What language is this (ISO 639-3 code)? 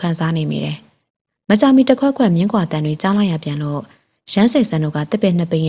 mya